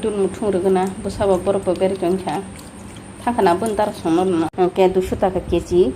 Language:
Kok Borok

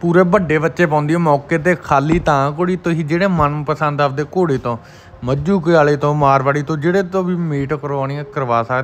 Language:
Punjabi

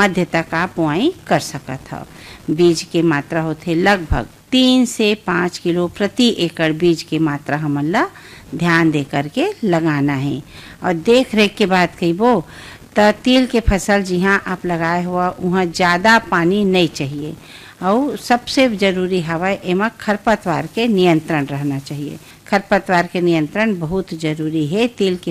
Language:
Chhattisgarhi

